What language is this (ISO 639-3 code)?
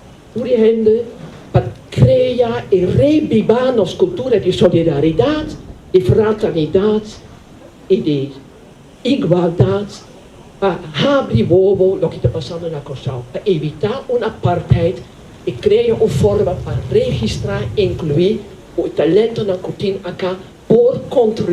pap